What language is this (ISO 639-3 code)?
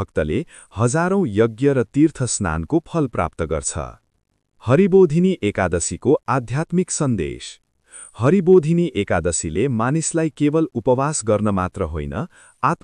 nep